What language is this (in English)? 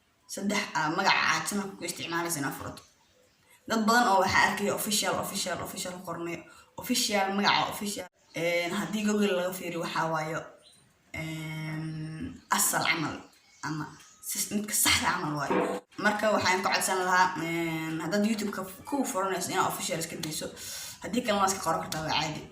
Somali